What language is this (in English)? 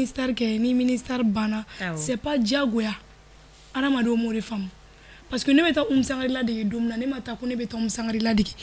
Bambara